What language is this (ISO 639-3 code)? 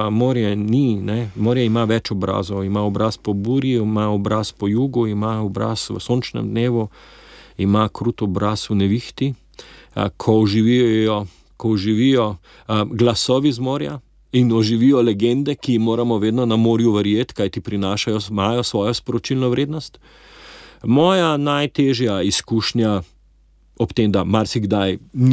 slv